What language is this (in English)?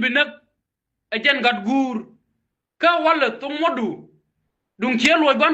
Nuer